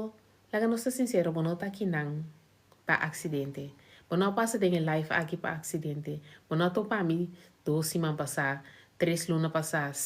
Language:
Papiamento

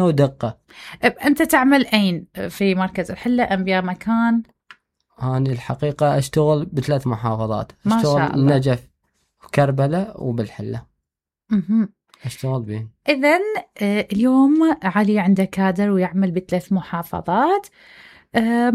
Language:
Mesopotamian Arabic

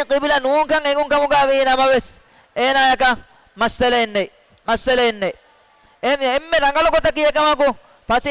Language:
Divehi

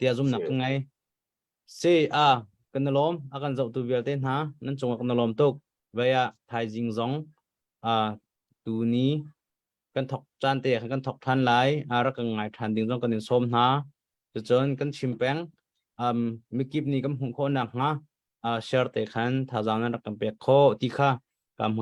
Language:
Hakha Chin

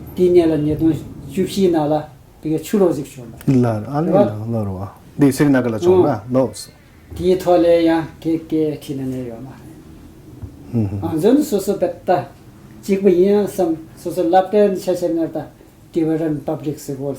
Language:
Tibetan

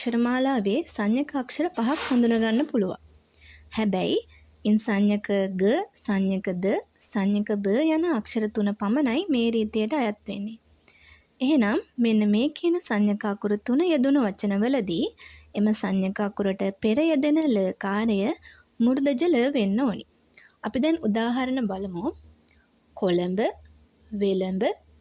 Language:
Sinhala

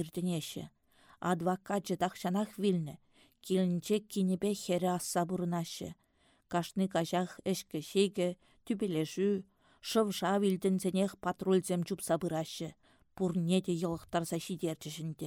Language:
Chuvash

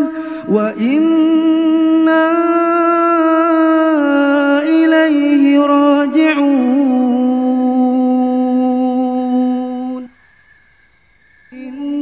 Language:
Arabic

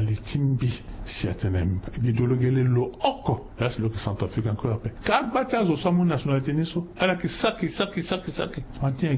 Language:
Sango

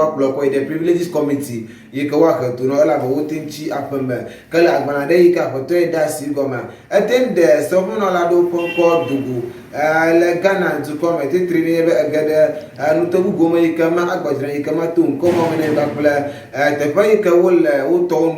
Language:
Ewe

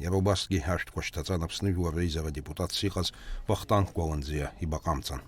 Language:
Abkhazian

